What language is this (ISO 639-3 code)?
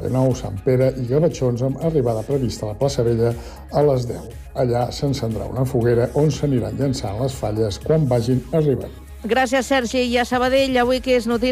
cat